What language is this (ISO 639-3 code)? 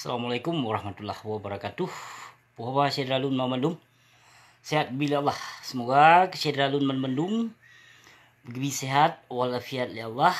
ace